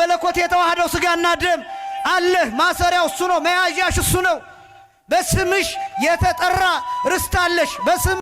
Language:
Amharic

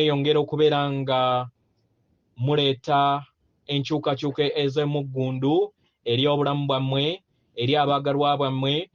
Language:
Ganda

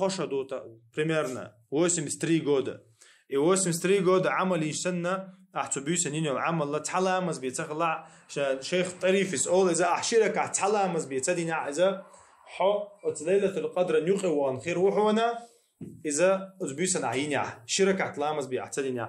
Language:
Chechen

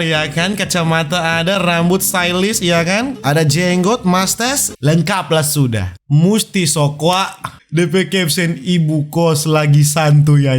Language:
Manado Malay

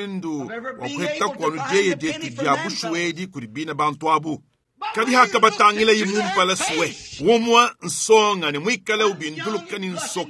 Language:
Luba-Lulua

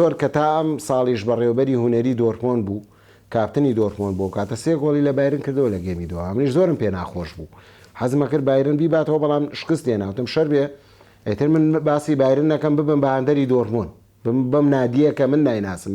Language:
Central Kurdish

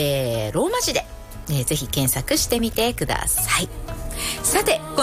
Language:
Japanese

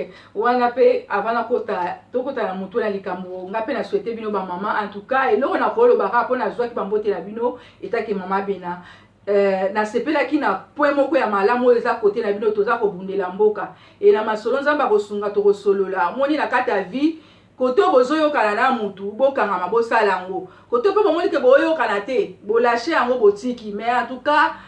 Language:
Lingala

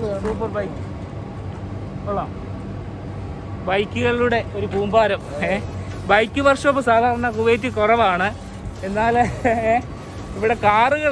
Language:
Malayalam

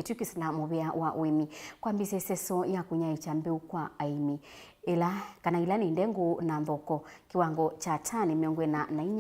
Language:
Kamba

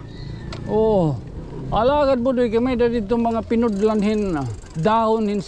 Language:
Waray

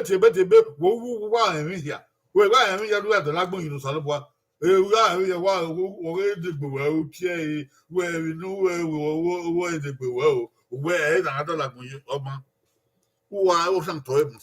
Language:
Bini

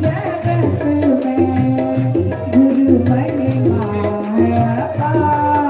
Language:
Dogri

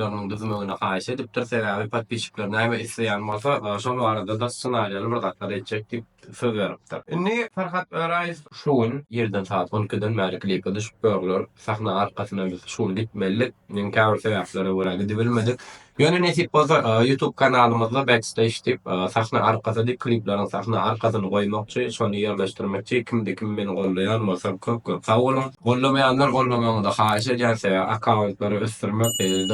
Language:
Turkmen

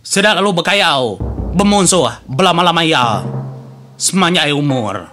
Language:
Iban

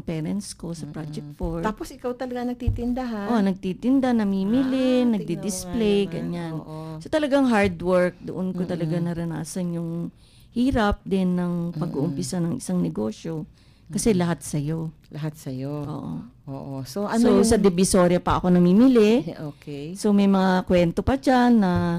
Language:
Filipino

